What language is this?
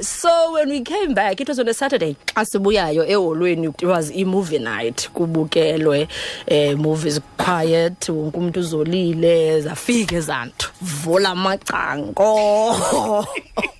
Xhosa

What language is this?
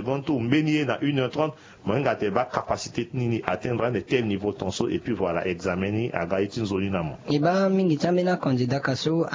Sango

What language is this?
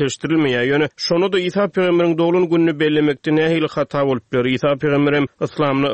Turkmen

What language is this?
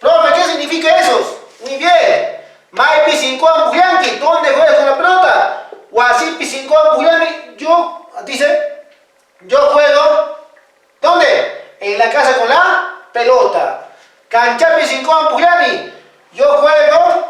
Quechua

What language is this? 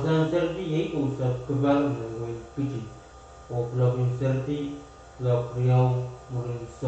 Pohnpeian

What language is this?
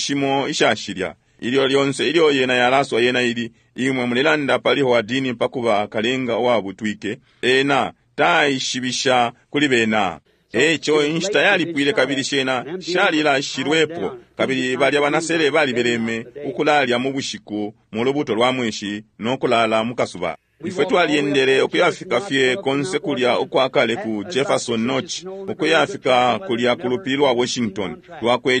Bemba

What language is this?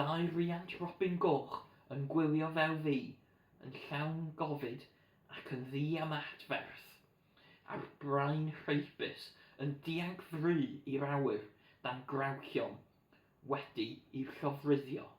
Welsh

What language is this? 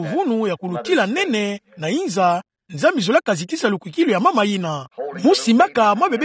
Kituba (Democratic Republic of Congo)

